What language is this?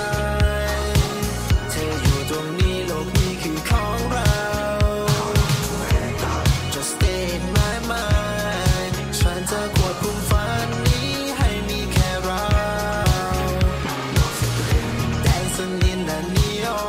Thai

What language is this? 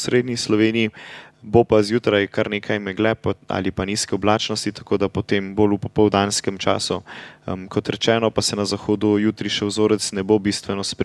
Slovenian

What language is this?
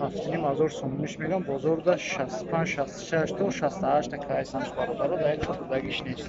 Tajik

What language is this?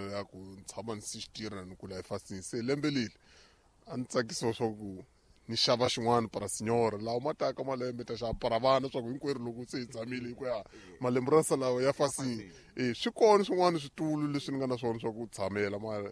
Tsonga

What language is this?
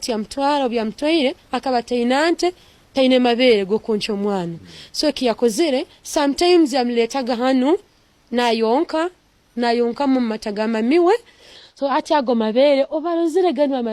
Tooro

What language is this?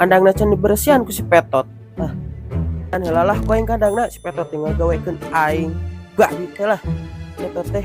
Sundanese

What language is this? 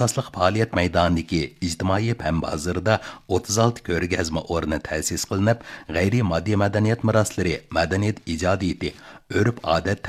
Uyghur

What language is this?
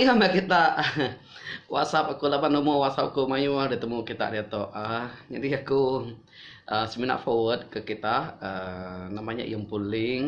Iban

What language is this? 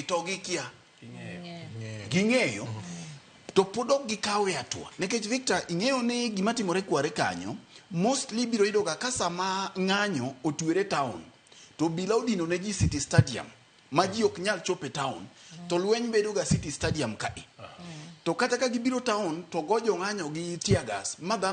Luo (Kenya and Tanzania)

